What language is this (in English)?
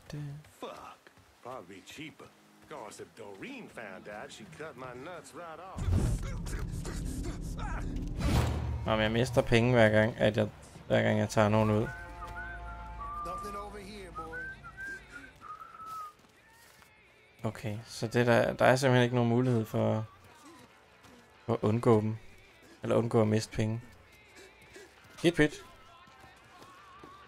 Danish